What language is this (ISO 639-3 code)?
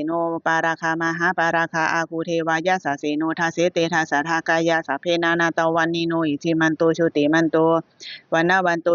pli